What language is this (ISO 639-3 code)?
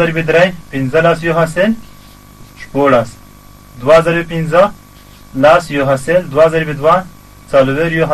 pus